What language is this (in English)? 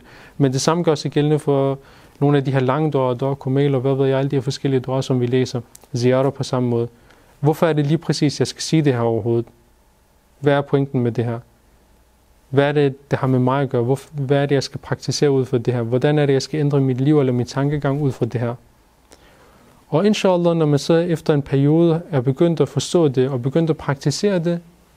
Danish